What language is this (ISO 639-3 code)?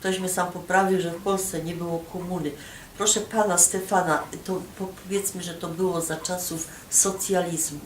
szl